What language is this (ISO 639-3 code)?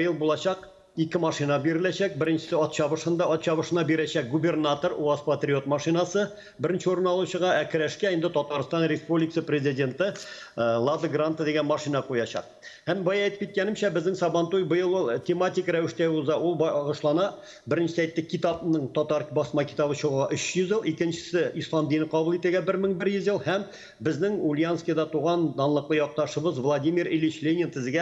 tat